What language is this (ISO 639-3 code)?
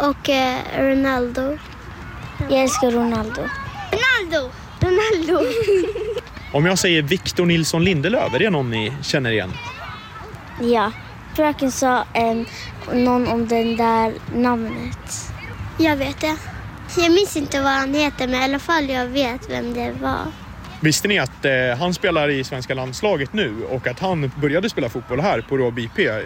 swe